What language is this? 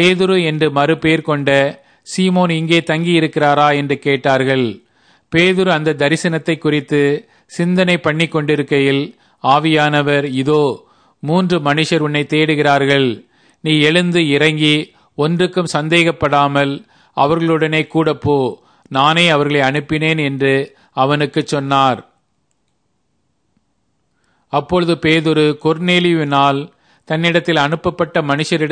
Tamil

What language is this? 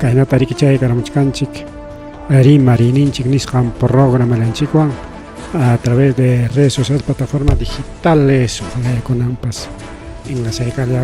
Ayacucho Quechua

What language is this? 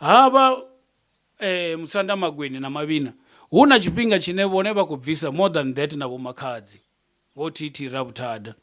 Venda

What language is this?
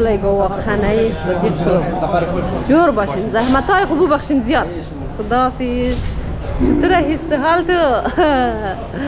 Persian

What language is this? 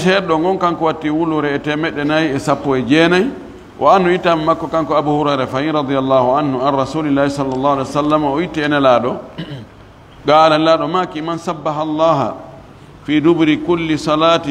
Fula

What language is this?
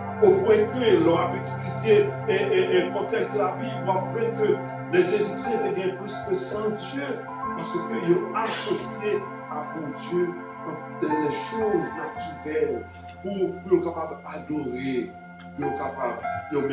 Haitian Creole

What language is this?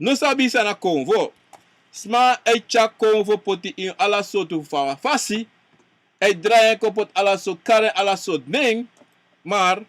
Sranan Tongo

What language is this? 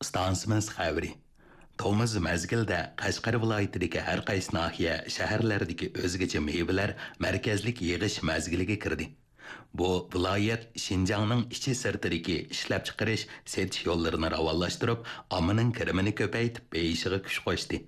Uyghur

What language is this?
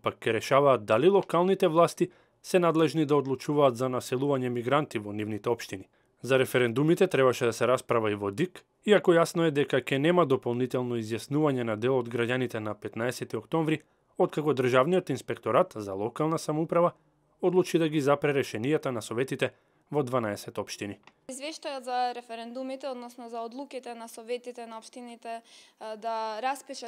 Macedonian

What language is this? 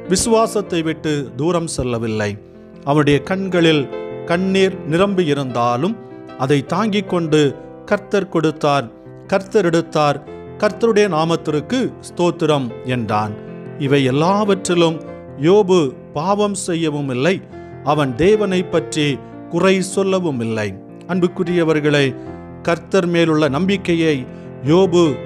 Tamil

